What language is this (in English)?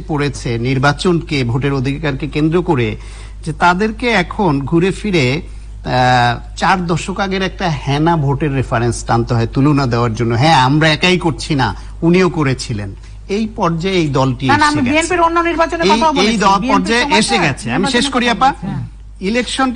Bangla